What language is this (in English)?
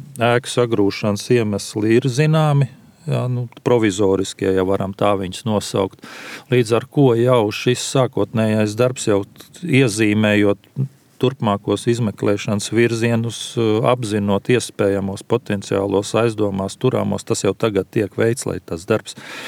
Latvian